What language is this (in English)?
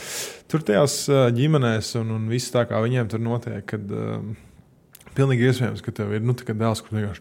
Latvian